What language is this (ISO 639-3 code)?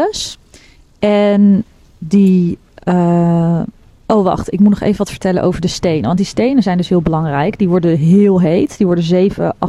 nld